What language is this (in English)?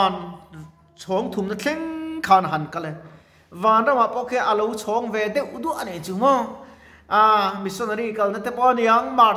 Mizo